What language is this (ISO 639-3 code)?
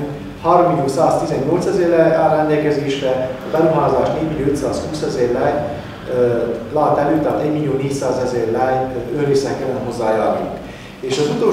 hun